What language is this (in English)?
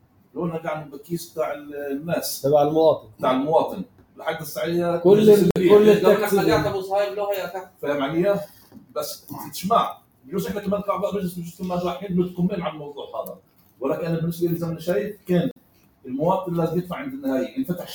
North Levantine Arabic